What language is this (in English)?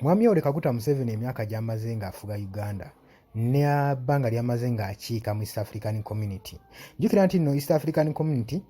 Ganda